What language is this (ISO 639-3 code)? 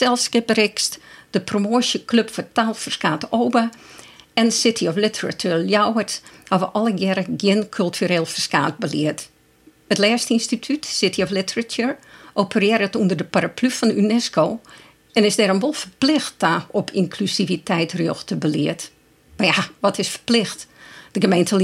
fry